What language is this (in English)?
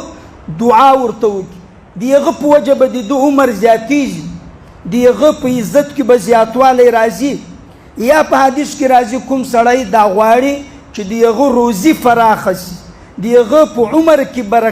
Pashto